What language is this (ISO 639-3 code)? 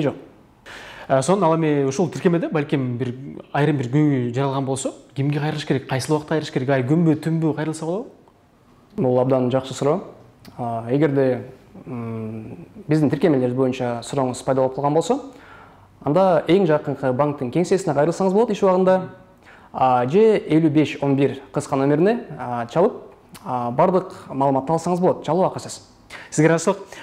kir